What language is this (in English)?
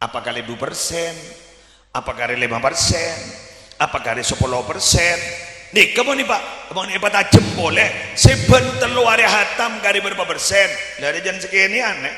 Madurese